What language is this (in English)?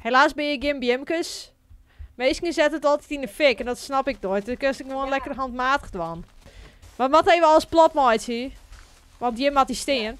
Western Frisian